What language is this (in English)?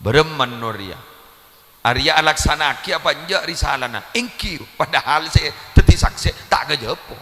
Madurese